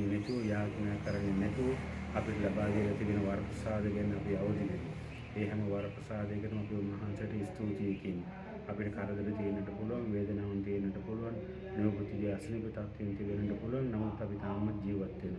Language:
Sinhala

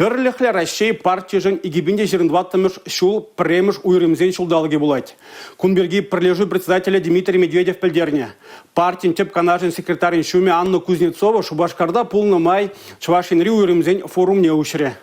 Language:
Chuvash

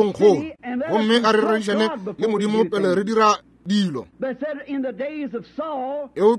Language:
Northern Sotho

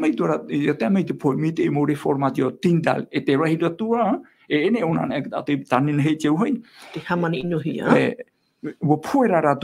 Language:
Tahitian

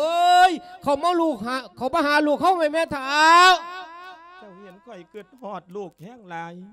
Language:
Lao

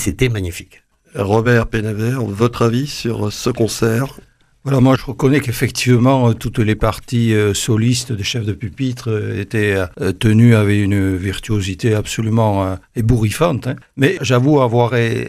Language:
French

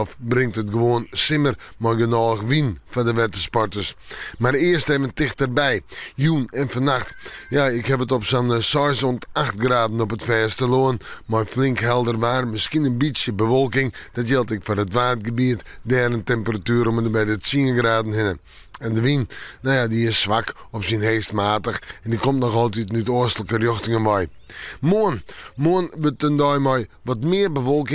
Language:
Western Frisian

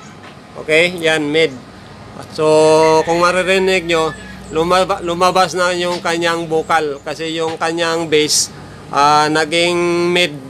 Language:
Filipino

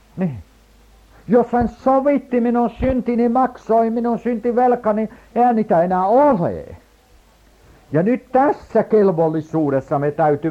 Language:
Finnish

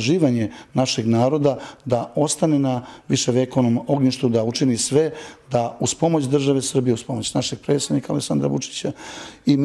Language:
Serbian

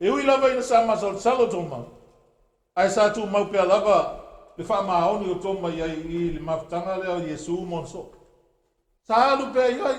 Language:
Samoan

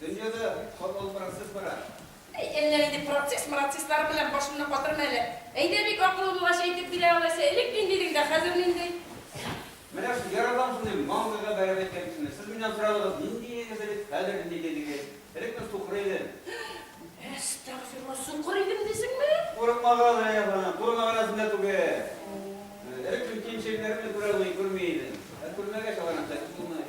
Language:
Tatar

